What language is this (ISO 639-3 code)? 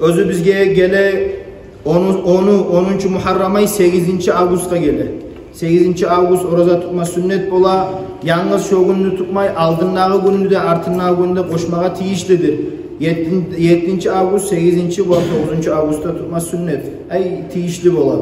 kum